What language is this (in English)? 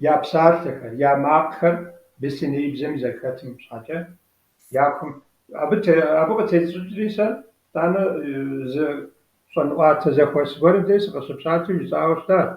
Kabardian